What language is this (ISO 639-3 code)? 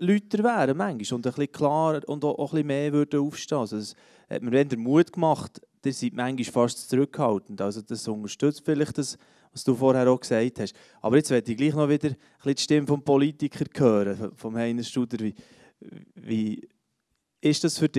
gsw